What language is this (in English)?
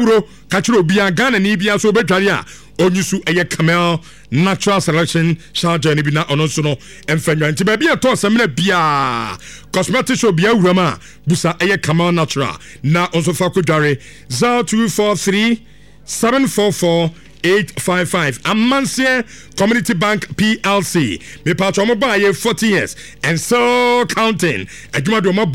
Akan